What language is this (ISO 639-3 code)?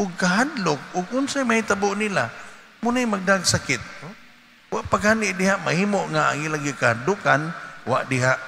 ceb